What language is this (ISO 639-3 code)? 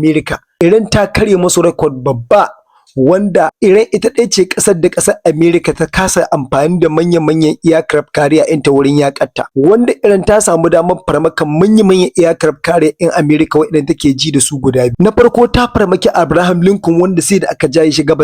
hau